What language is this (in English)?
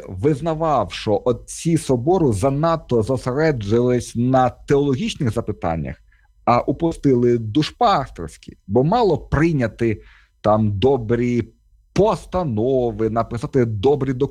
Ukrainian